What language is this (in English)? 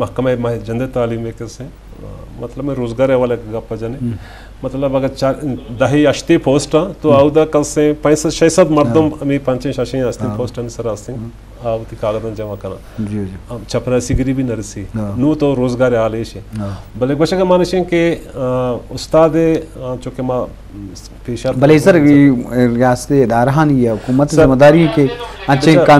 Eastern Balochi